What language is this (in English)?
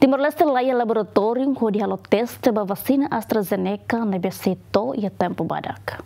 Tetum